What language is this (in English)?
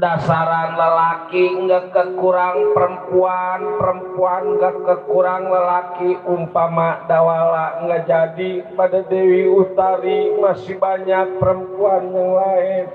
Betawi